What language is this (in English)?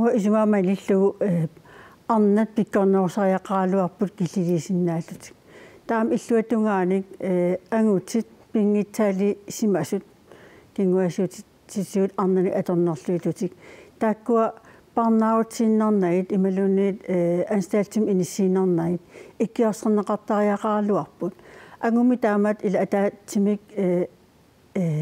Kalaallisut